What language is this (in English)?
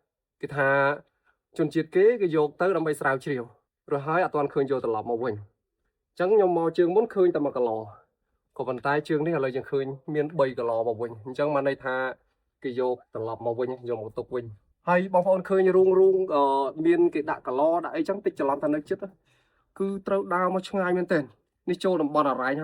Khmer